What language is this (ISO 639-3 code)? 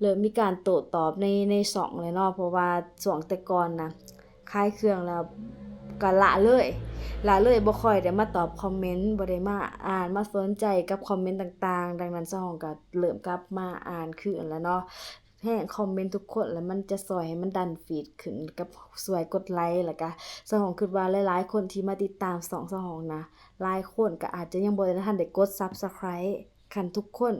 lao